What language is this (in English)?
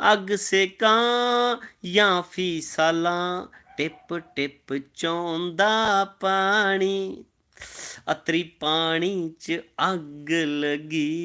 Dogri